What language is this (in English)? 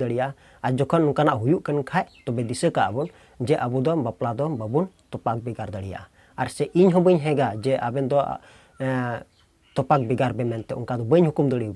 Santali